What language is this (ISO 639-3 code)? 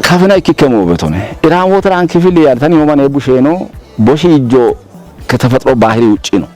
kbr